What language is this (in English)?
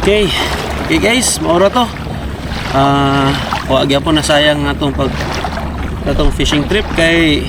Cebuano